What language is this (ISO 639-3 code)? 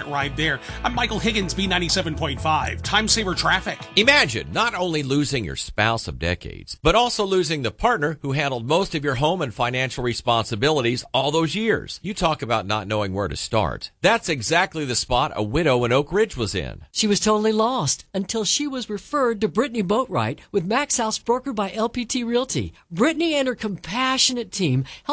eng